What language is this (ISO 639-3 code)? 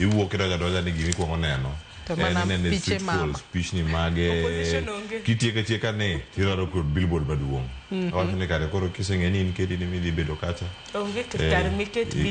luo